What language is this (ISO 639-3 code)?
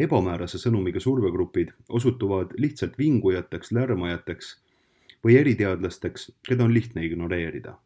est